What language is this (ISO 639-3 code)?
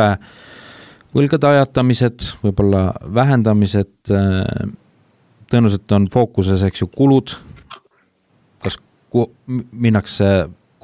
est